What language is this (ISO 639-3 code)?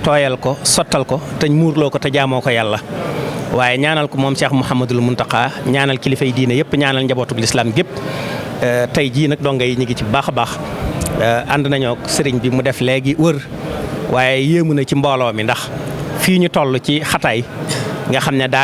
wol